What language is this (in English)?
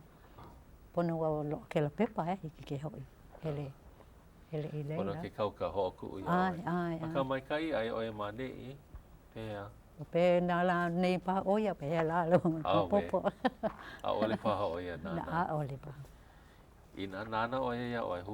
Hawaiian